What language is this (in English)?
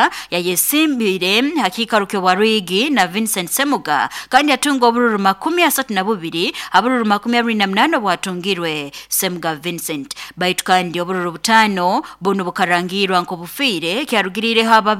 Nyoro